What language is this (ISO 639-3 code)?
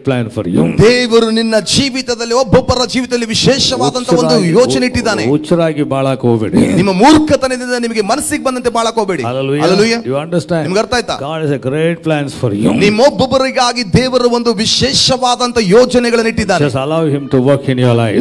kan